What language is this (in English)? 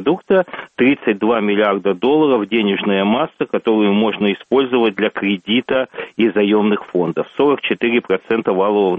Russian